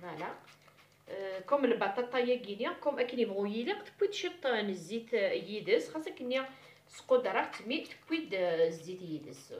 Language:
Kabyle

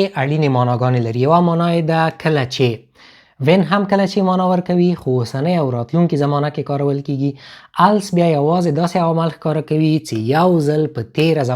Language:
Pashto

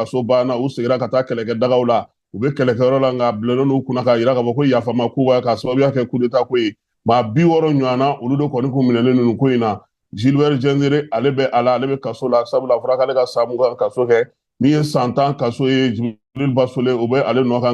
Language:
Bambara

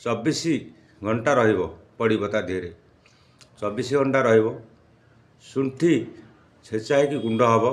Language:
Odia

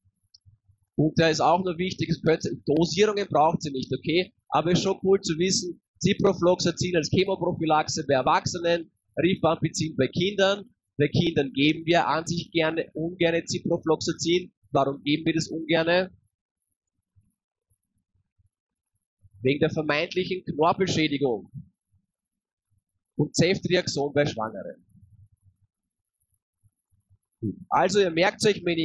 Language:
German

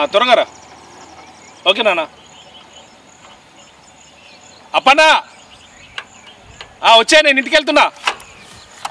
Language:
Telugu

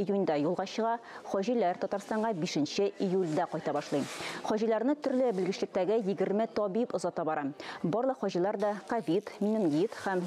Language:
Tatar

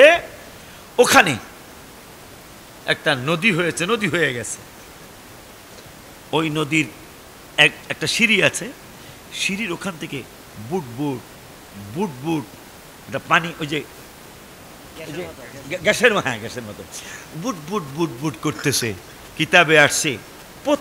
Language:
Bangla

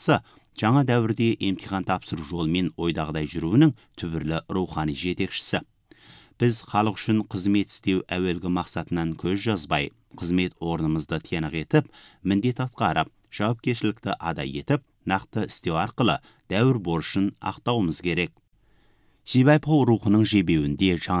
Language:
Kazakh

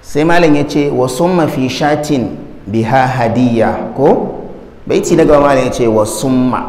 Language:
Hausa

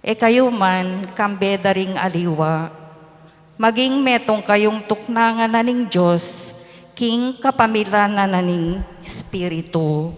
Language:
Pampanga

